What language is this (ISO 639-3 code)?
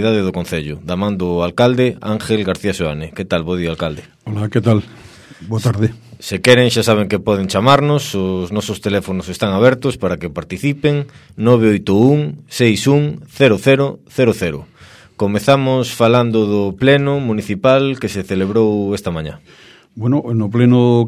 glg